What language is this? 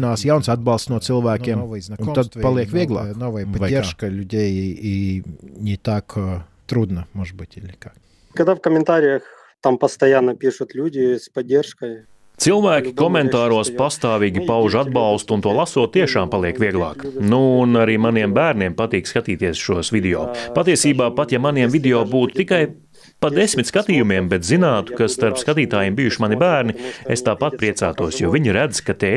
Latvian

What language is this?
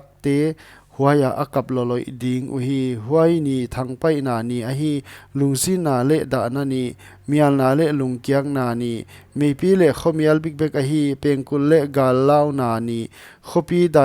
Paite Chin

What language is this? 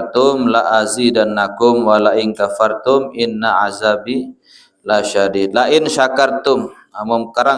Sasak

